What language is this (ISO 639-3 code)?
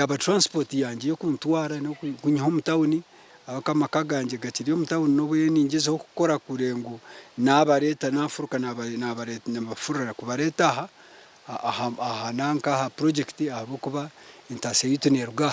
nyn